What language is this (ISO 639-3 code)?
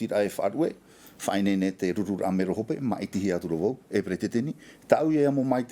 tah